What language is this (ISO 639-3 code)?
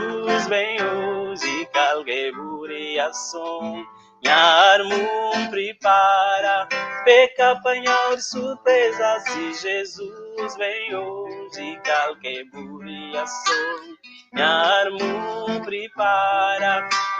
kea